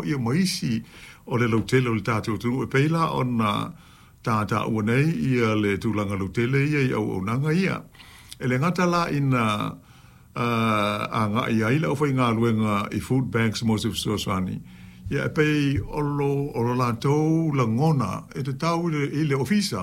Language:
Samoan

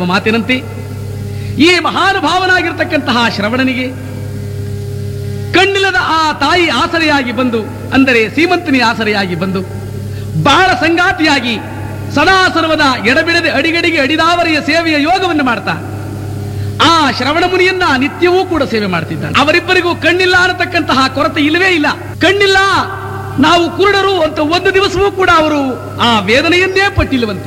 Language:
Kannada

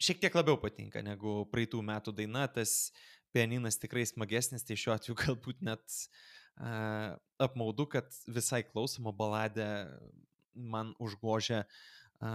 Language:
Lithuanian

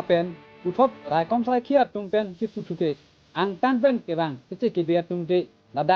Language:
Karbi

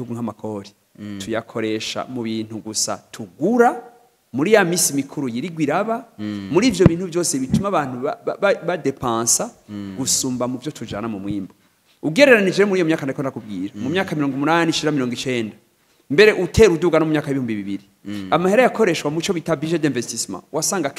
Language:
Rundi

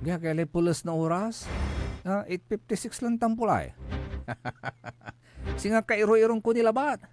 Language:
Pangasinan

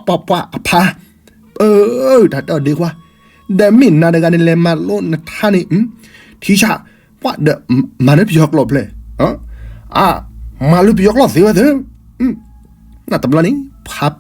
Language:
S'gaw Karen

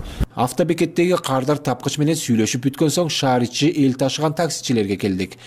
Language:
Kyrgyz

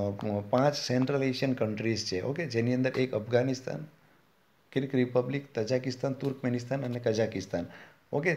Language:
Gujarati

